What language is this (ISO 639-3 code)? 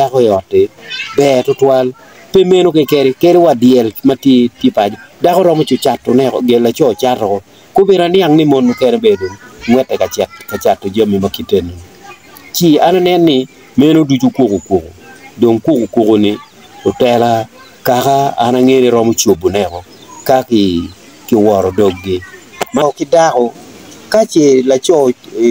ach